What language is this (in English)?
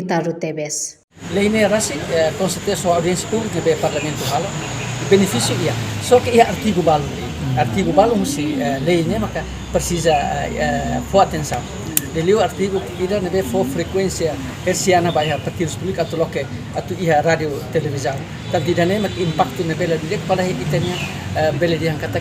Tetum